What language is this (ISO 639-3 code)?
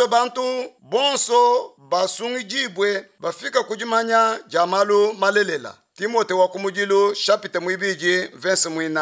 lua